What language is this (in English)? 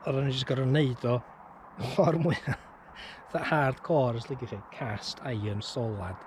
Welsh